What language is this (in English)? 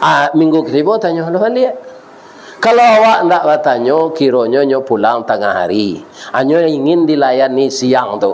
Minangkabau